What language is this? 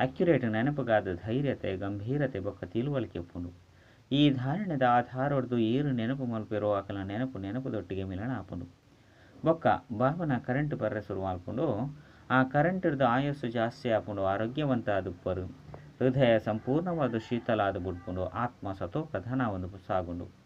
Tulu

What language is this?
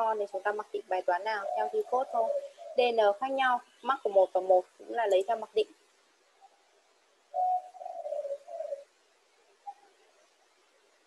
Vietnamese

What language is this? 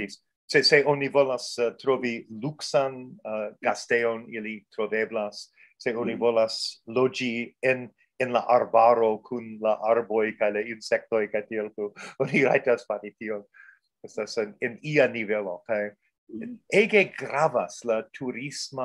Esperanto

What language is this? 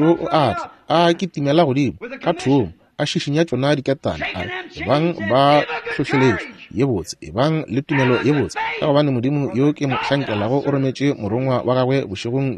Northern Sotho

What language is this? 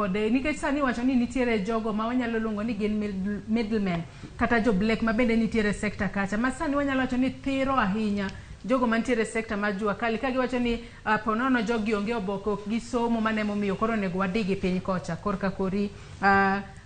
Luo (Kenya and Tanzania)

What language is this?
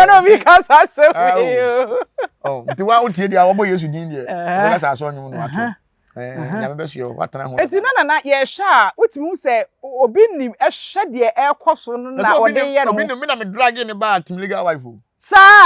Akan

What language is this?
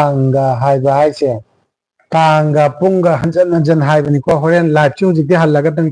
Manipuri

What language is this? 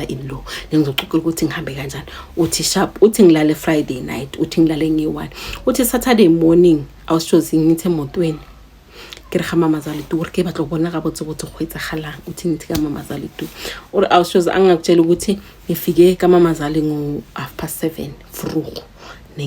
Zulu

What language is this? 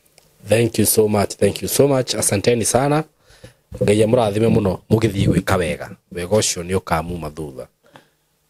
Kikuyu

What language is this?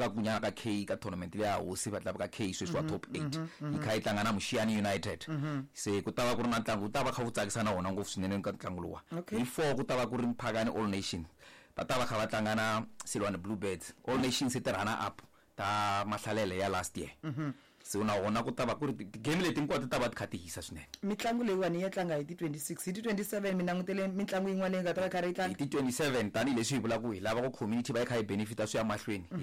Tsonga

